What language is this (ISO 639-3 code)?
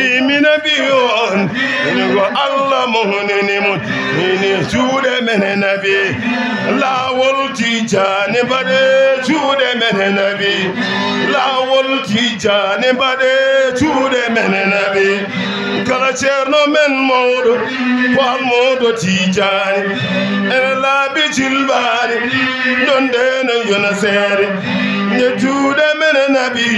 ful